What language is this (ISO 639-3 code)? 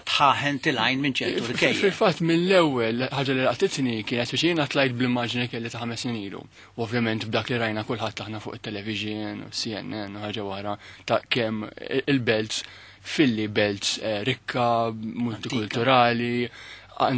mlt